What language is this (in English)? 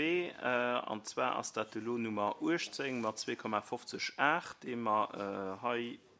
Luxembourgish